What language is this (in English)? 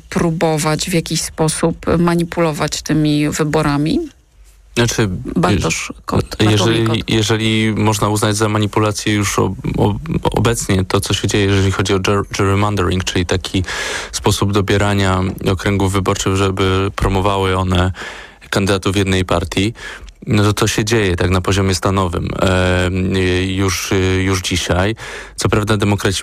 Polish